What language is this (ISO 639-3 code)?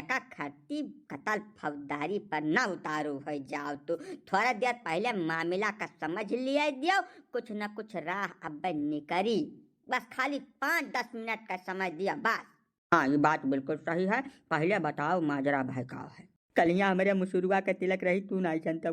awa